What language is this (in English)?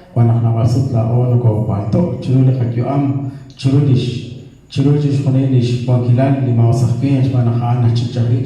Kekchí